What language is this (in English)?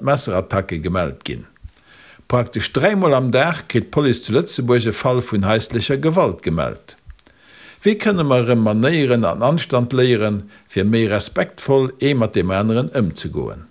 Luxembourgish